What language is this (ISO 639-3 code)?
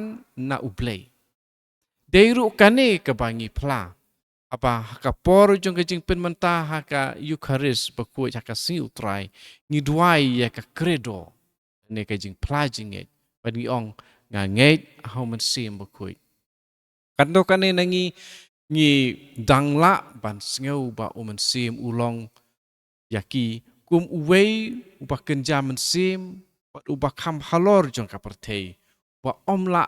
kha